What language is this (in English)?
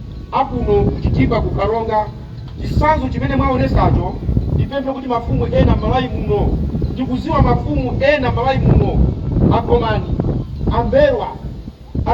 Nyanja